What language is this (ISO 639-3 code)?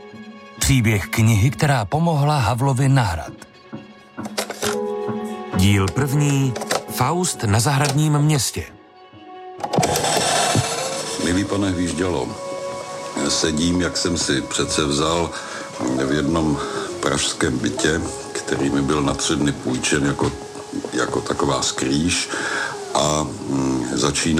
ces